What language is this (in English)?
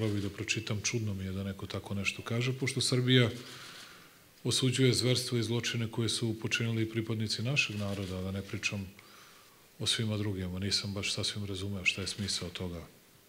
Serbian